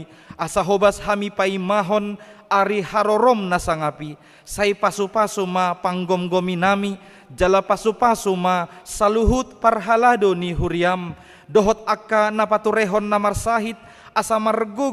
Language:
Batak Toba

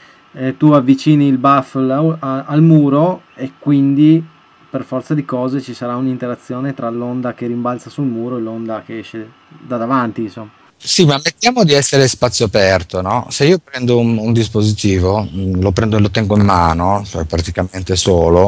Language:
Italian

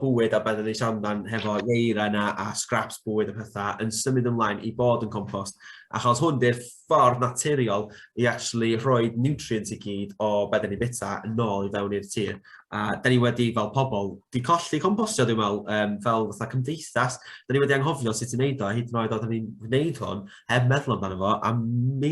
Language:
Welsh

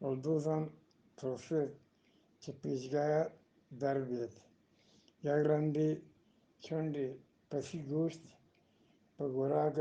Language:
Eastern Balochi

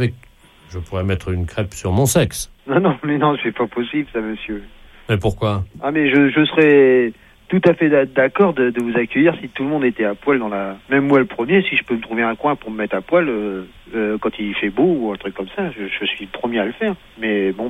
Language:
French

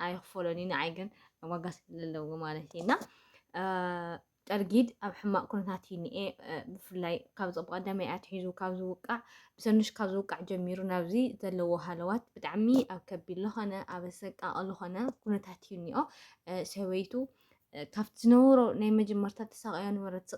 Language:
Tigrinya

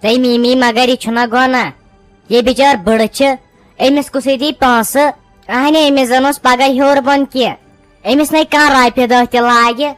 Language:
Kashmiri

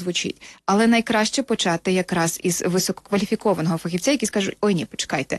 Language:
Ukrainian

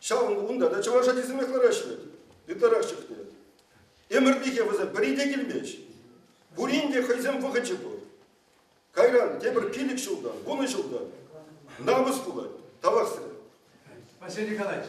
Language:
Chuvash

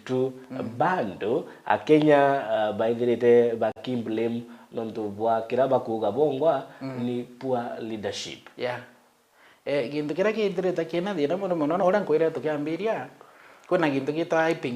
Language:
Meru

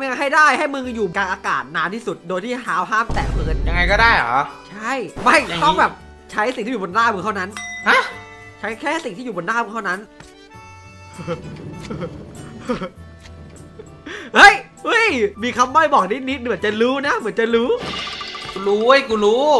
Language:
Thai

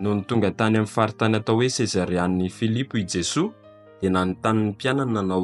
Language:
Malagasy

